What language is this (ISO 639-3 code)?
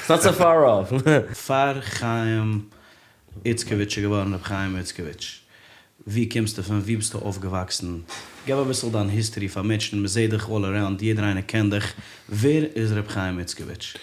yid